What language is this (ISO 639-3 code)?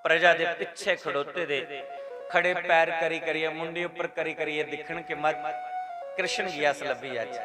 doi